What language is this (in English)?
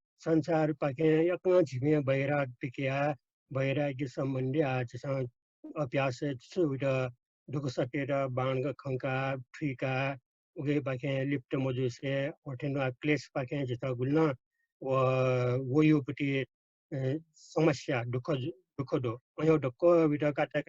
Newari